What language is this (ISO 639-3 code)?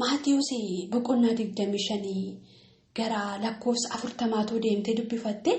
orm